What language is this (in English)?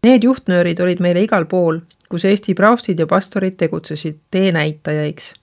Estonian